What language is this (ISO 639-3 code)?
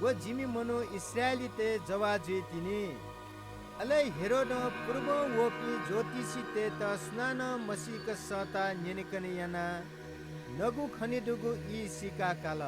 new